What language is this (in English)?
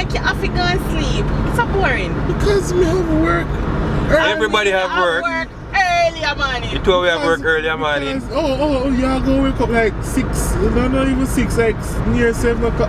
Jamaican Creole English